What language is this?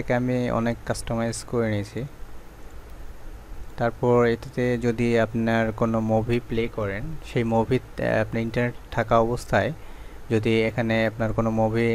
Bangla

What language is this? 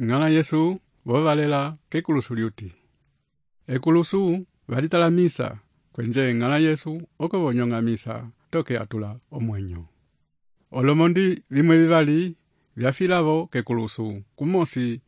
Umbundu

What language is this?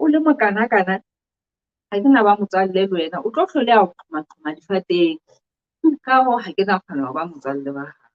Southern Sotho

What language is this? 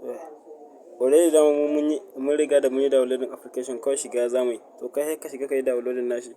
Hausa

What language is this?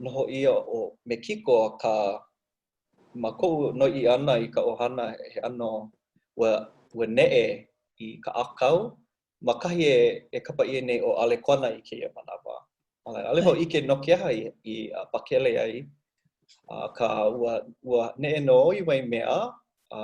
Hawaiian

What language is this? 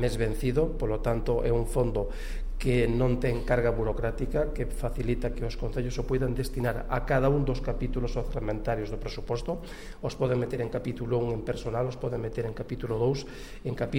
Galician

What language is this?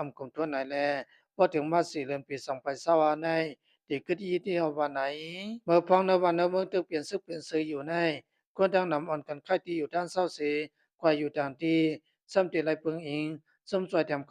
Shan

